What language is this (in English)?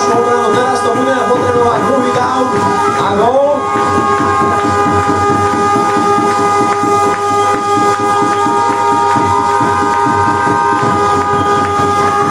Slovak